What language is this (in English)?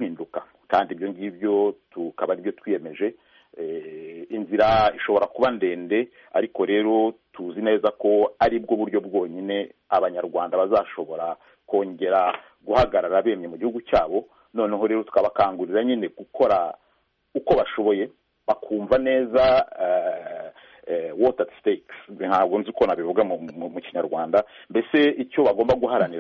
Kinyarwanda